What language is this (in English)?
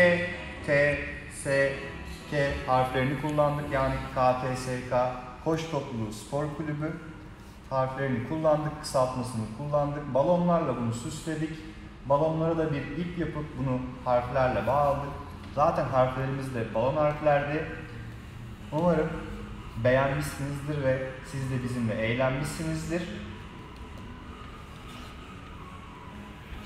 Turkish